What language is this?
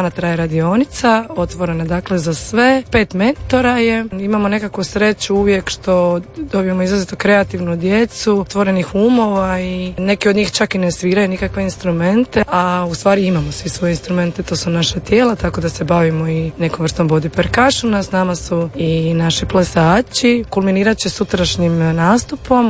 Croatian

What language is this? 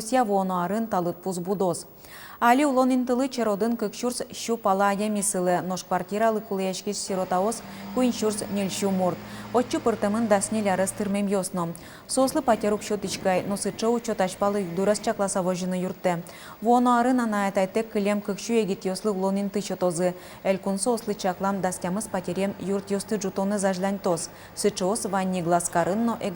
Udmurt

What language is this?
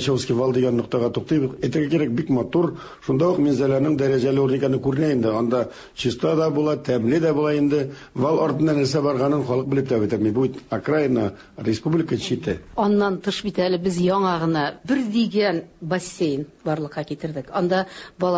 Tatar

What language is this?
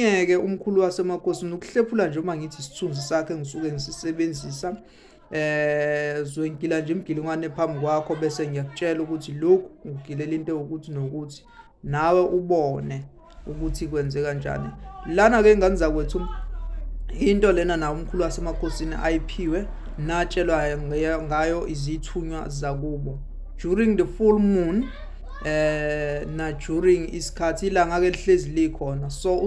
Zulu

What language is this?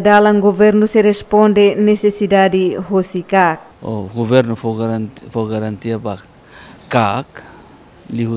Tetum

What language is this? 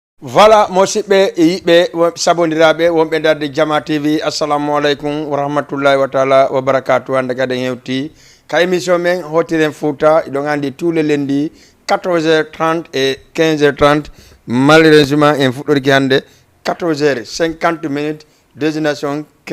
Fula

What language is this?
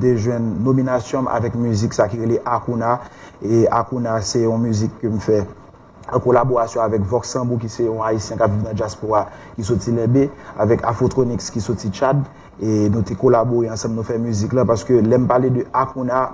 Haitian Creole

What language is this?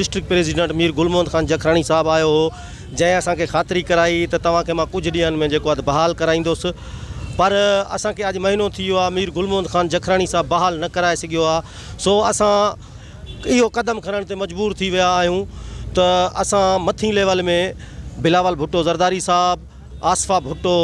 Sindhi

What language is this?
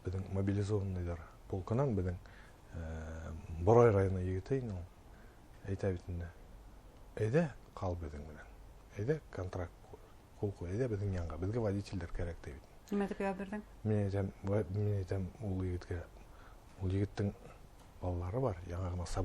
Bashkir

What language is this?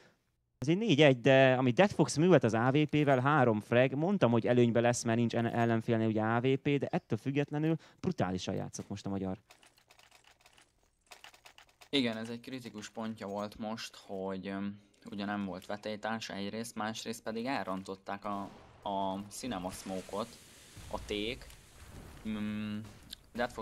Hungarian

